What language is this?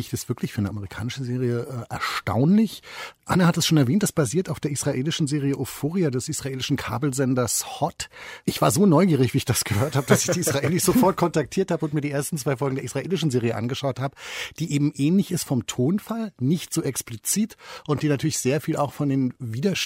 German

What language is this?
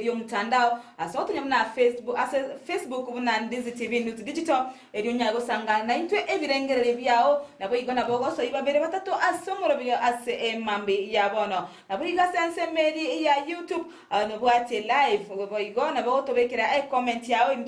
Gusii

